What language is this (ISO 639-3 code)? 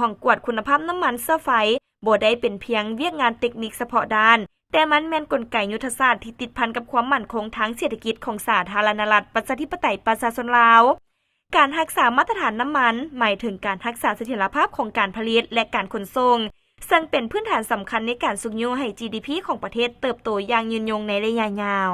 lao